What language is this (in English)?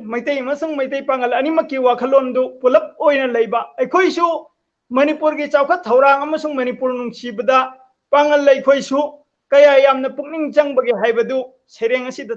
Manipuri